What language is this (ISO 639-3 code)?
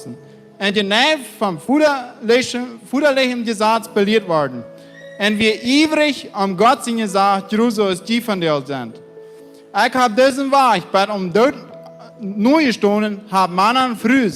pdt